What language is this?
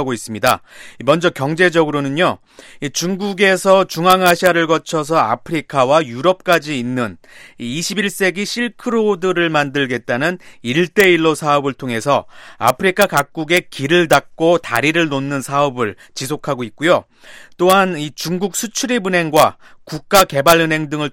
Korean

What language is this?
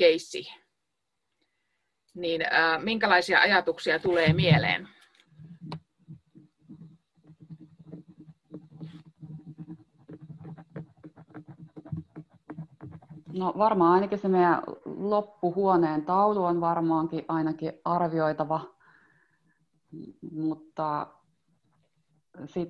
Finnish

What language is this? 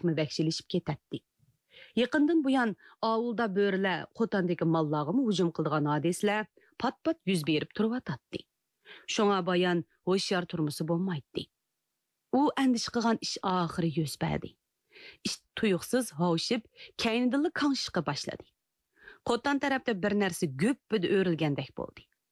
Uyghur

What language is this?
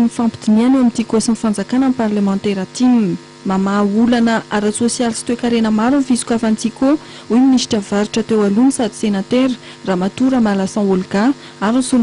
Malagasy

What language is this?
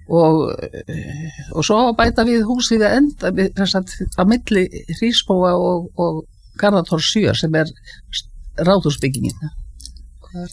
Icelandic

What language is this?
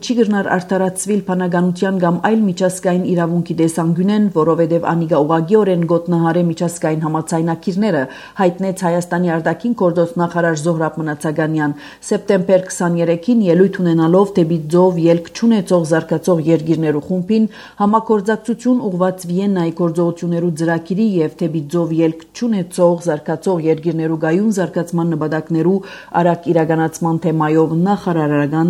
Armenian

